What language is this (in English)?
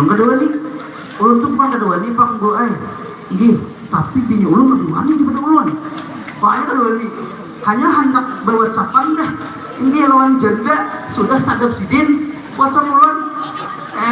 Banjar